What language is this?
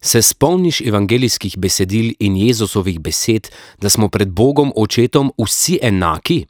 Slovenian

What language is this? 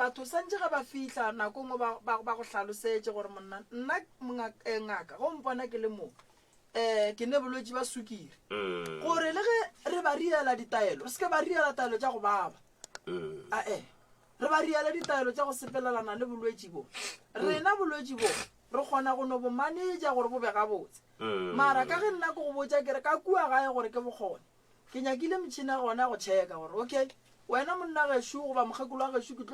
Northern Sotho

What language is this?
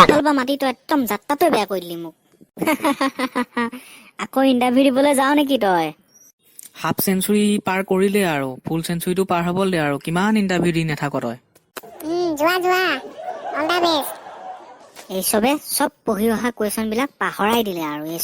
Assamese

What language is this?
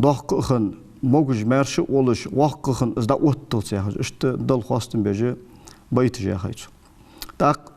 Ingush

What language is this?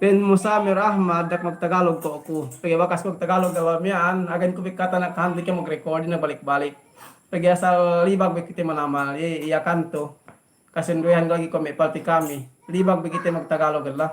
Yakan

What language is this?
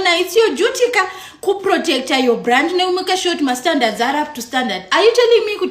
Shona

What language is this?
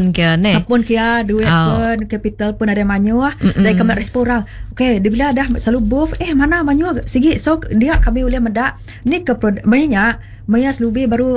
Iban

